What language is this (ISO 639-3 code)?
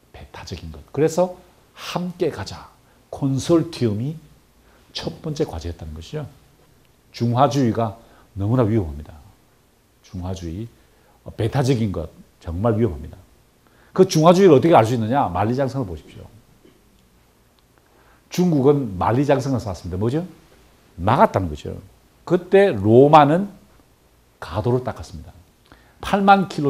kor